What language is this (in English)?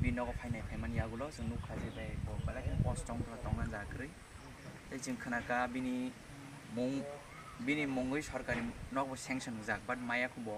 Kok Borok